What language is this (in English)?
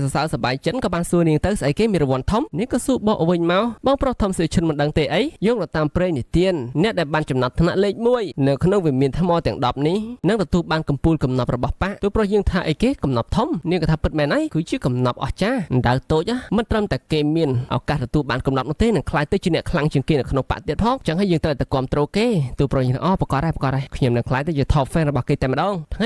Khmer